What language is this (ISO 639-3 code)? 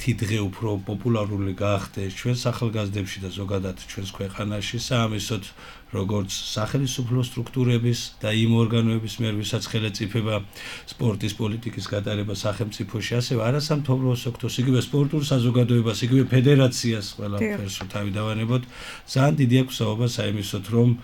kat